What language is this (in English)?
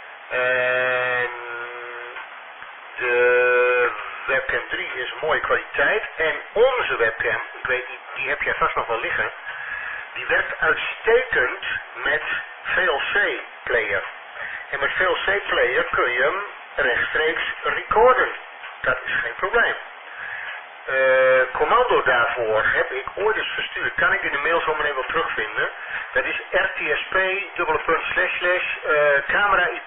Dutch